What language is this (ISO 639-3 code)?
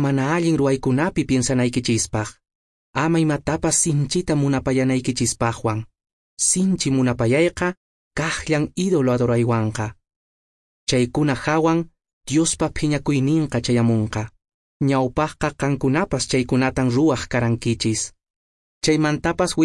que